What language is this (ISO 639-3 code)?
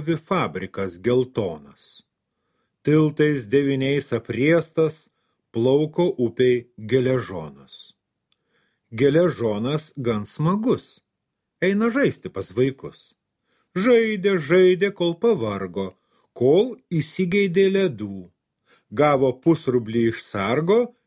lit